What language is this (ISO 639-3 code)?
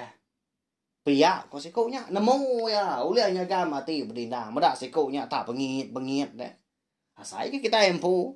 iba